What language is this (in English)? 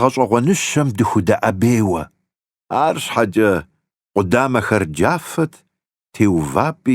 Kabardian